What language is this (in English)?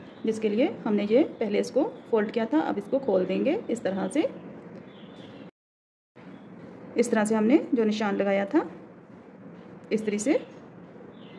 Hindi